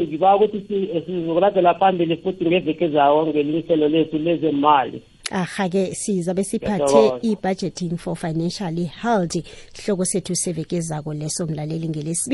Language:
South Ndebele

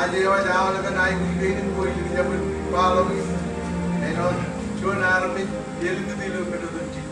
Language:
Marshallese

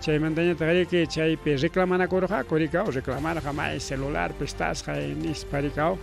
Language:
Ayacucho Quechua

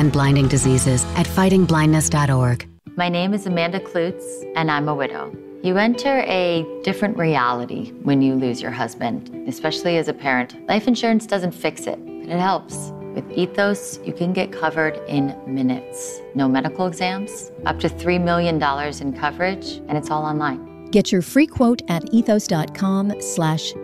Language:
English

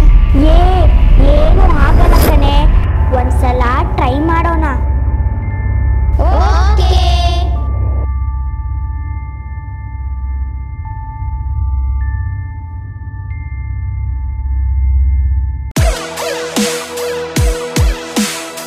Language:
Kannada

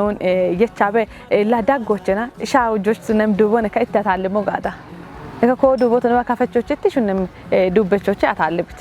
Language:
Kafa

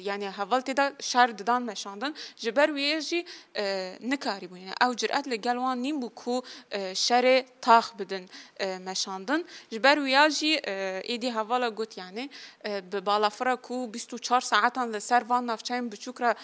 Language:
Kurdish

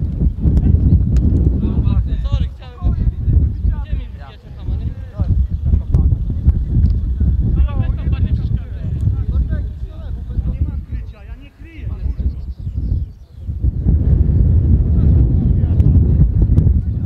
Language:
Polish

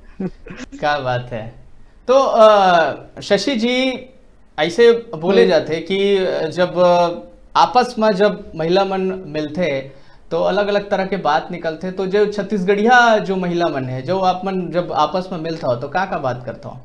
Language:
Chhattisgarhi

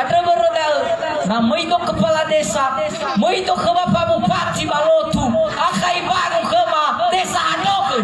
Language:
Nias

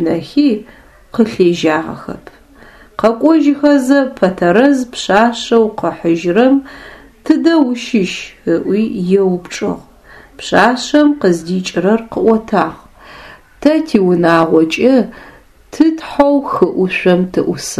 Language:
Adyghe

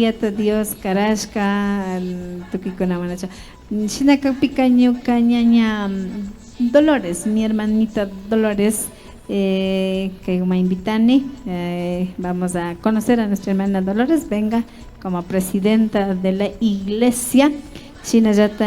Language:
Imbabura Highland Quichua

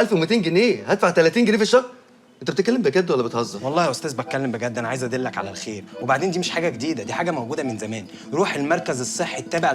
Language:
Egyptian Arabic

